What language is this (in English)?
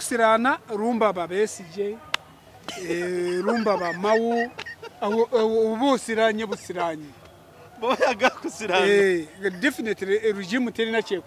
Ganda